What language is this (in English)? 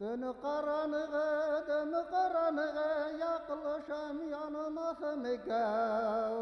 Bashkir